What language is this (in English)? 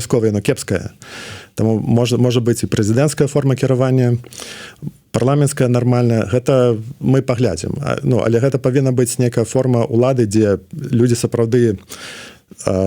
Belarusian